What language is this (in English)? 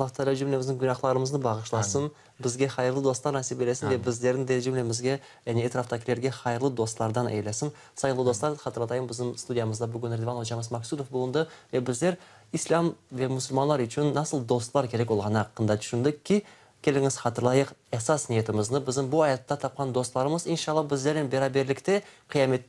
Crimean Tatar